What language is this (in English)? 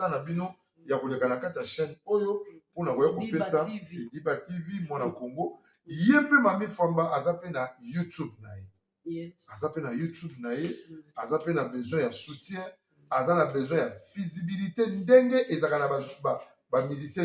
Lingala